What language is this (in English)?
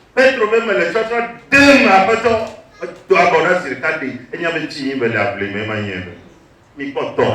Ewe